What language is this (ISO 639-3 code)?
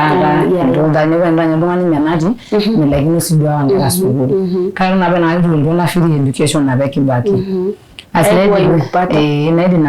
mas